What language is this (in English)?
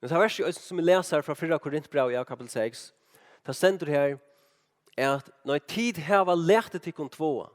Faroese